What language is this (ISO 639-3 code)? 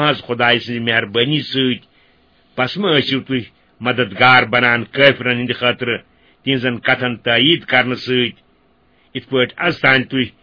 kas